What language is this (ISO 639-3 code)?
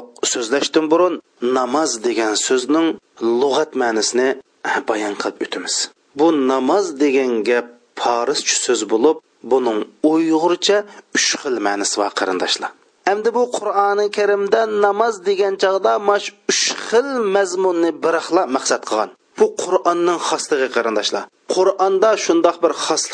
uig